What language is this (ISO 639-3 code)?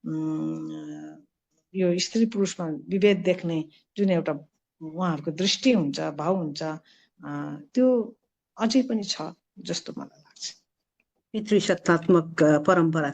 nep